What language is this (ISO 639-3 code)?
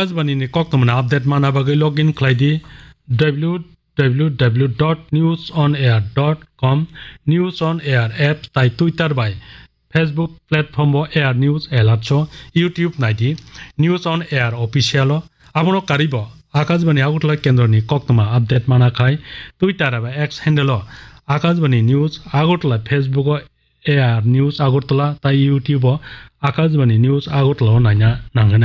trp